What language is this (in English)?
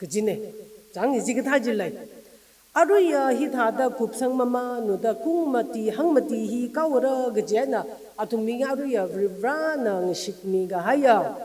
Tangkhul Naga (India)